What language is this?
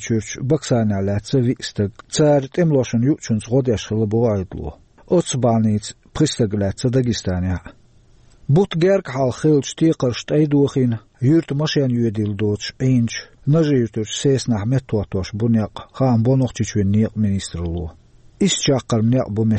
Chechen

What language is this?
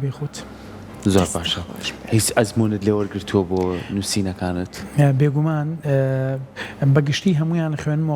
Central Kurdish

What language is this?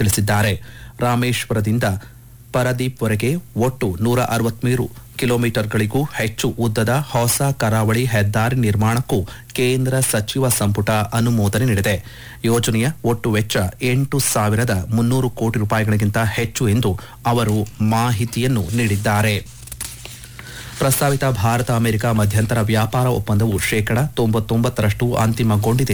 Kannada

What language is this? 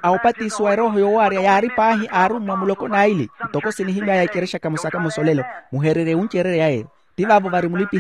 Makhuwa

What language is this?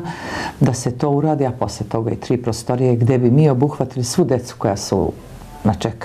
Serbian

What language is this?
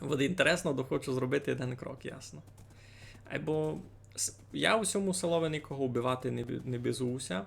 Rusyn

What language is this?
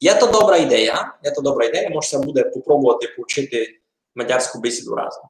Rusyn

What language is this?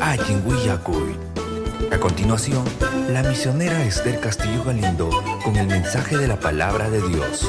Ayacucho Quechua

